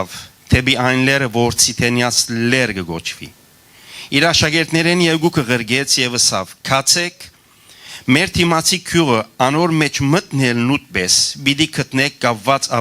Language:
Western Armenian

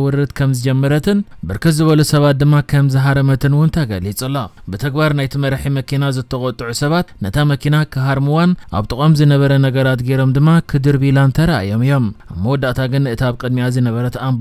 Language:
Tigrinya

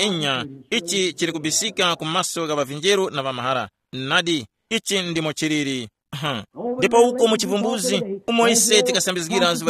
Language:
Tumbuka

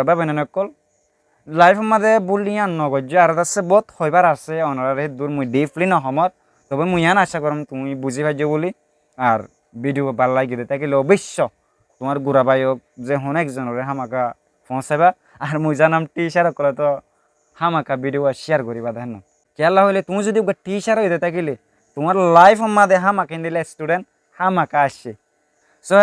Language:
Rohingya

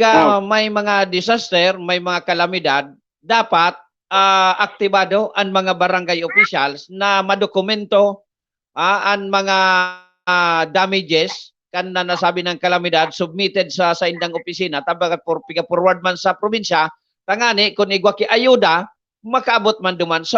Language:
Bikol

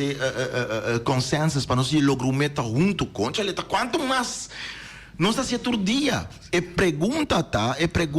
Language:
Papiamento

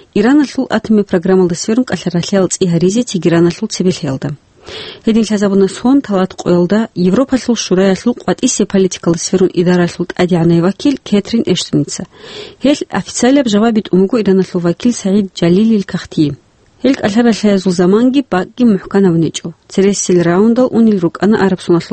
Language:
Avaric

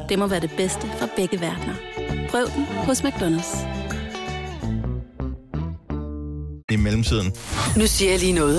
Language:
Danish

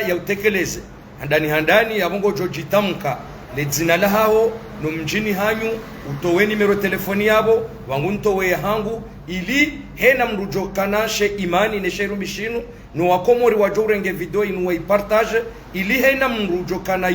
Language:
Ngazidja Comorian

